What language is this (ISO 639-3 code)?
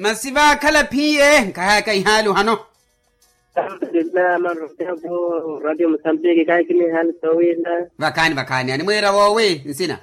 vmw